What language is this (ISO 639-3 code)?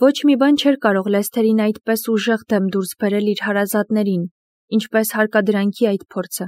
hye